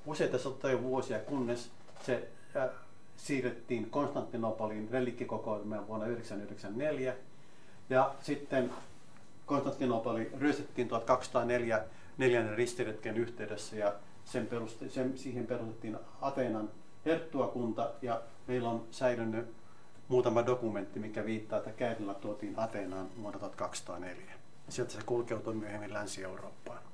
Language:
Finnish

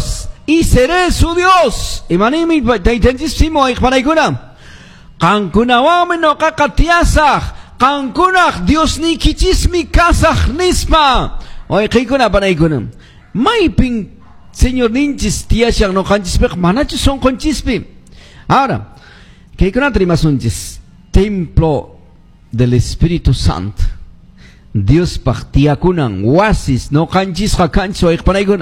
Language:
Quechua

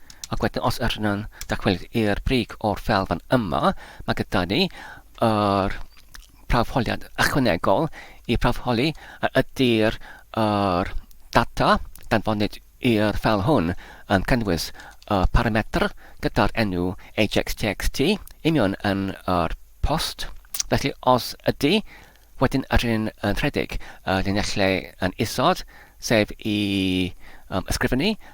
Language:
Welsh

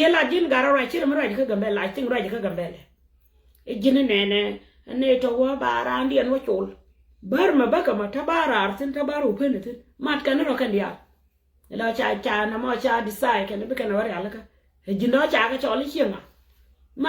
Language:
Nuer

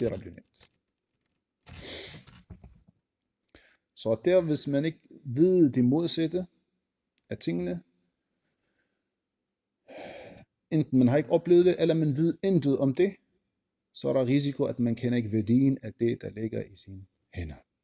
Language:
Danish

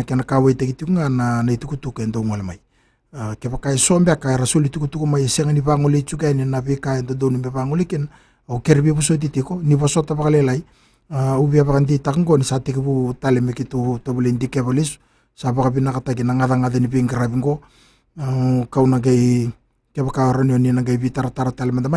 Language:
Fijian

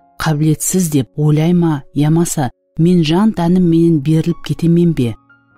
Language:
Kara-Kalpak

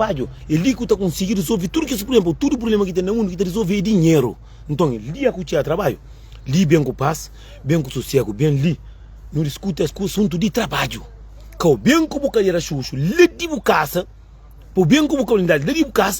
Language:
Kabuverdianu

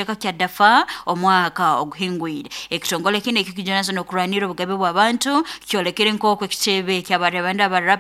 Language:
Nyoro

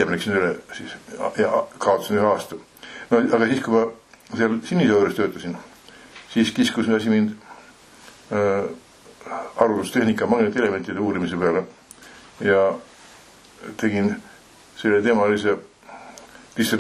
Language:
Estonian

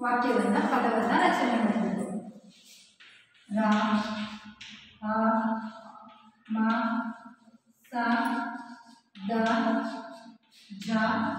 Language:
Kannada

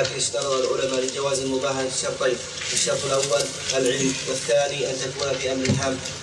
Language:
Arabic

